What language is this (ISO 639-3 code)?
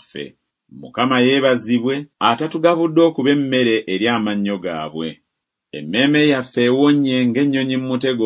lug